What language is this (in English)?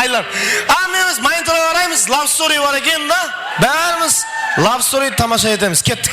Kara-Kalpak